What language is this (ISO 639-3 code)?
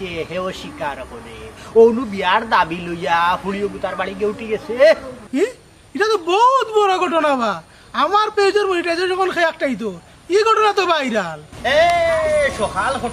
syl